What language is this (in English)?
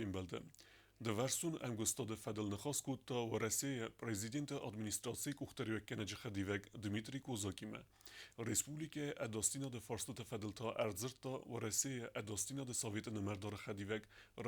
Ossetic